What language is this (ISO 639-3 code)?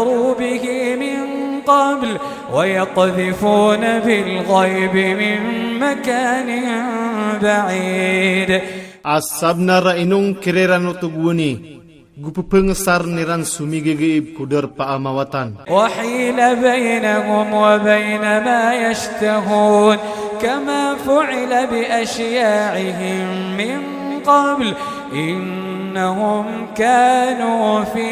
ilp